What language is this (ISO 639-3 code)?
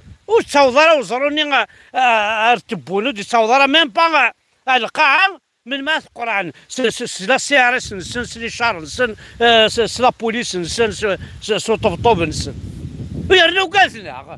kab